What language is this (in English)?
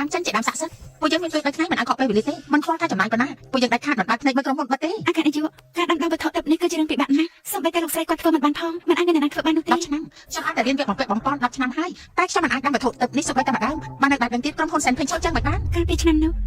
Khmer